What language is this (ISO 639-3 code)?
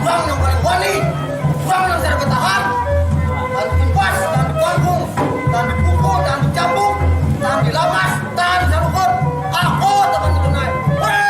bjn